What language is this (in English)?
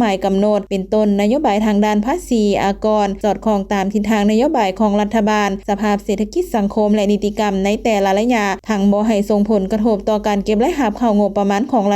Lao